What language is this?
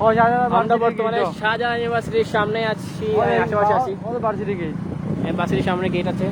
Sylheti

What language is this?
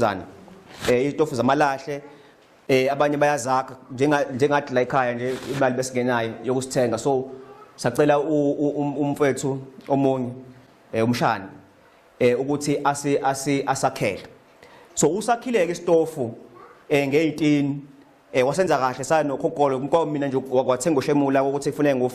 Zulu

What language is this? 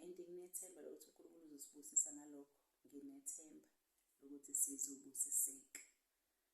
Zulu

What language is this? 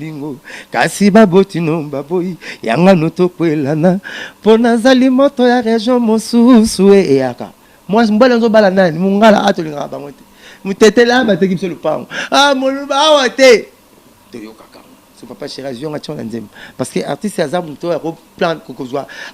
Lingala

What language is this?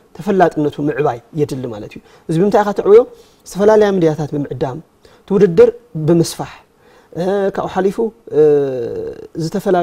Tigrinya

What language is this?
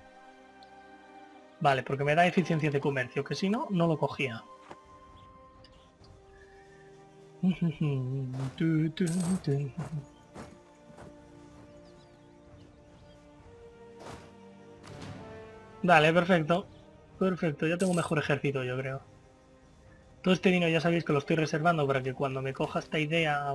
Spanish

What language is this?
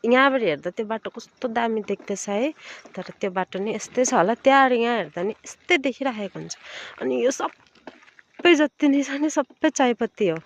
Nepali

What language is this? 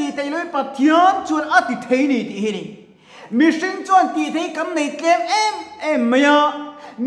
Mizo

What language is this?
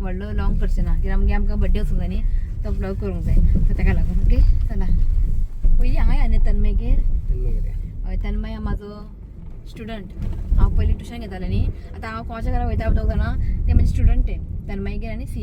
Konkani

